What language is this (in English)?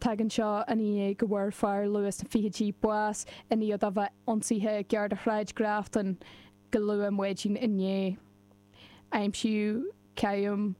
Irish